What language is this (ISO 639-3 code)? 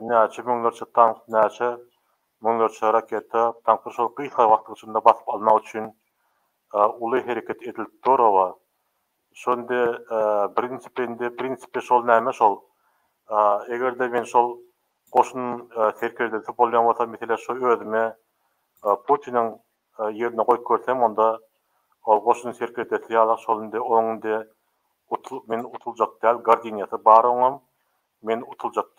tuk